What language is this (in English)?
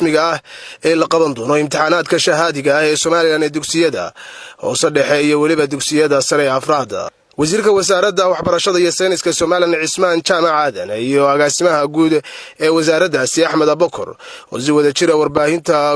Somali